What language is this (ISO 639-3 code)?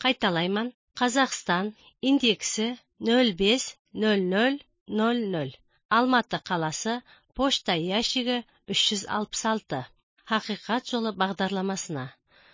kaz